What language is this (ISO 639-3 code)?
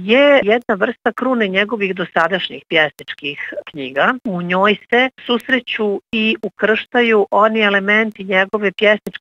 bos